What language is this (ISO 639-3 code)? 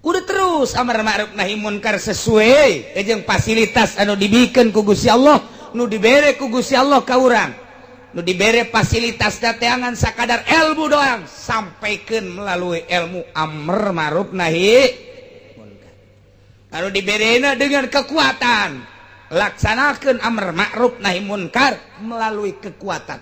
sun